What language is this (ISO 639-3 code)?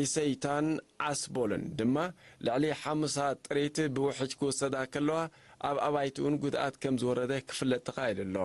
tir